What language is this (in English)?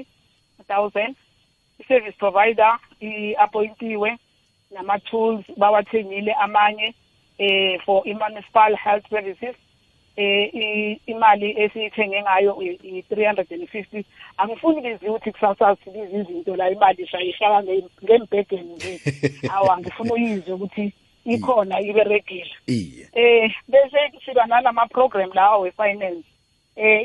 South Ndebele